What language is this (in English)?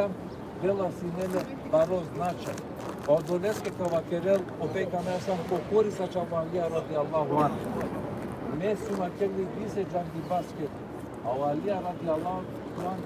Balkan Romani